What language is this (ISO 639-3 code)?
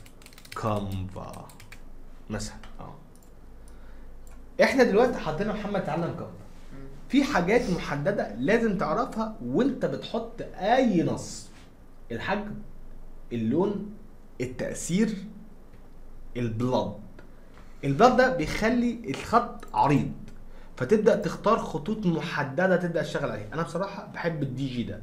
arz